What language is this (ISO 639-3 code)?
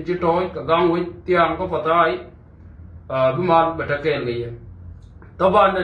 nus